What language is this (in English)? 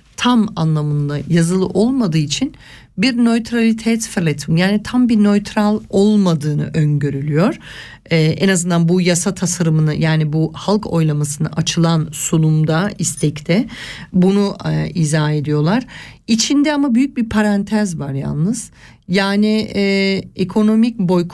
Turkish